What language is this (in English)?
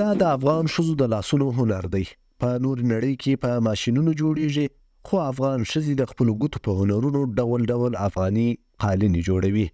Pashto